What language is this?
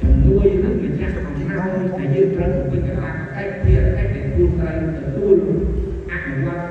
Khmer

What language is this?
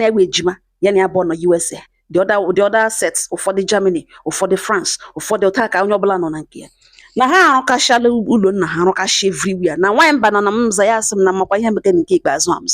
Igbo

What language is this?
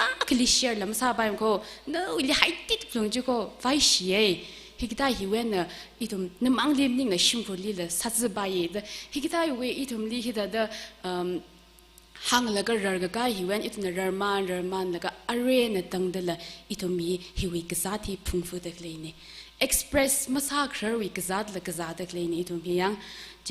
Tangkhul Naga (India)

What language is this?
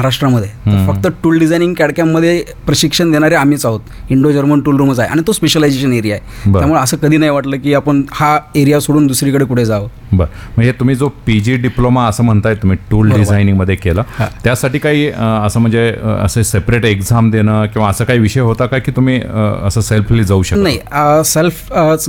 Marathi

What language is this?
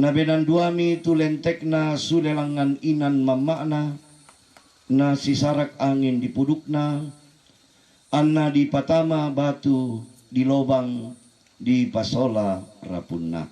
Toraja-Sa'dan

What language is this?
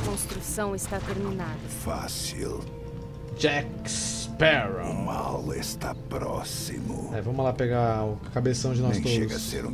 Portuguese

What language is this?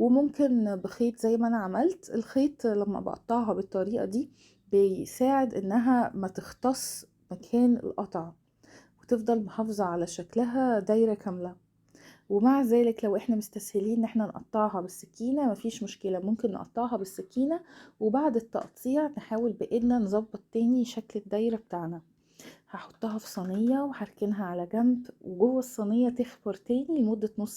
Egyptian Arabic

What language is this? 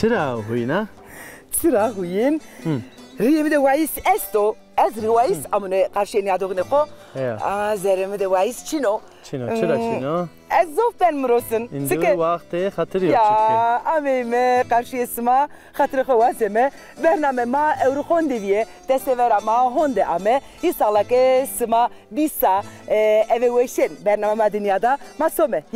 Zaza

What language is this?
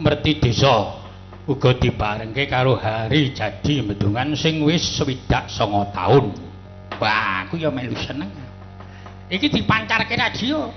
Javanese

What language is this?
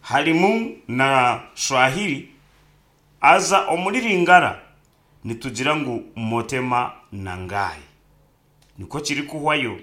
Nyankole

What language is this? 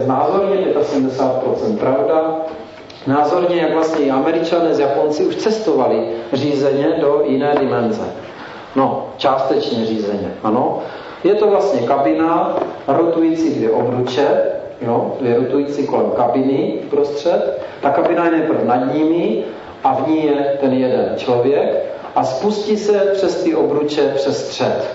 Czech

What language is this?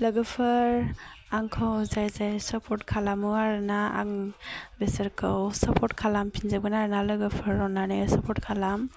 Bodo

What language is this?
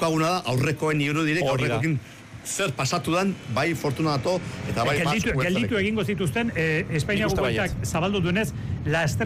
Basque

